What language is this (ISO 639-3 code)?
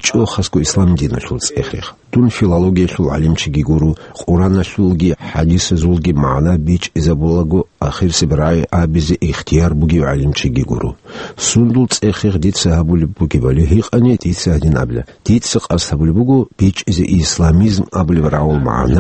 ava